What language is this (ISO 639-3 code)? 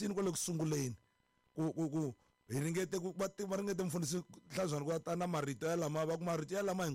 tso